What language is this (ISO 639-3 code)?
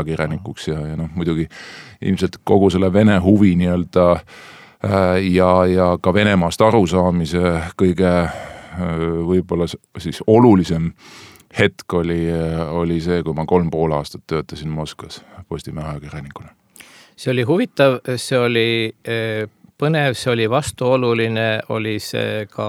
est